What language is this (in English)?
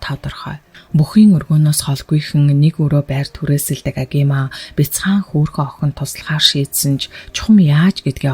Mongolian